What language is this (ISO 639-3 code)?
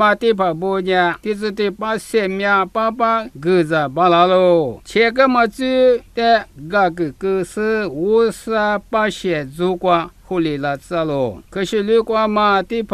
lis